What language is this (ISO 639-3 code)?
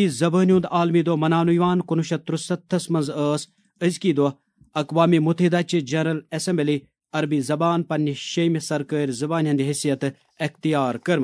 kas